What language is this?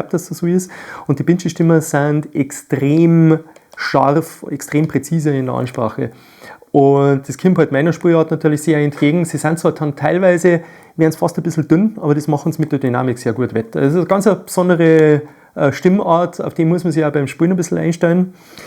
Bavarian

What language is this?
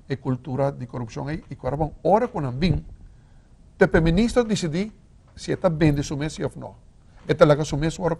Papiamento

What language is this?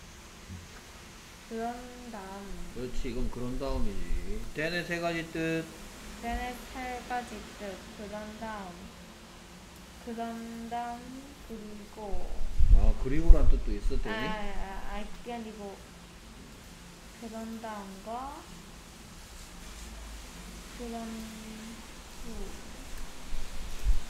Korean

